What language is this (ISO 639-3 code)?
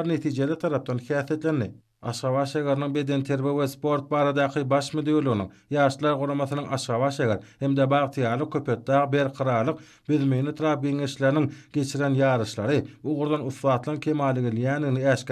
tuk